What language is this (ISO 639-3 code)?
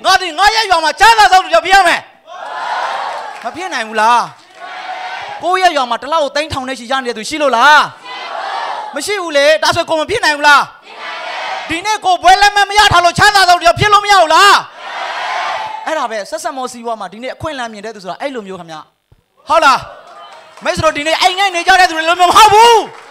mya